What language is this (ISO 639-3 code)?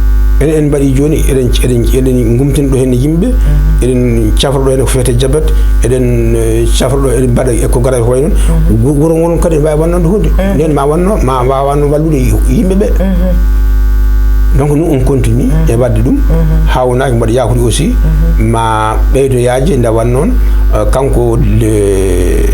ful